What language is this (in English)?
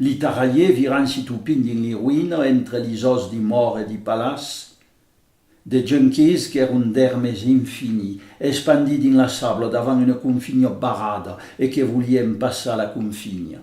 Occitan